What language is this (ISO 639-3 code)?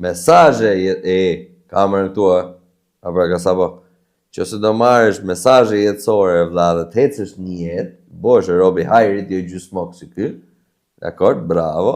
sqi